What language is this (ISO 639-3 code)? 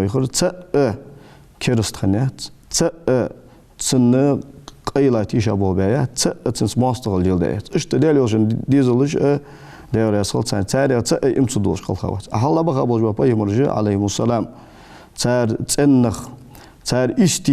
inh